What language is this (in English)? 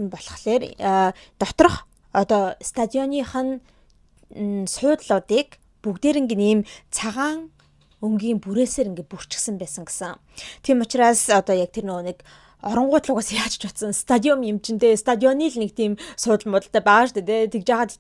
Mongolian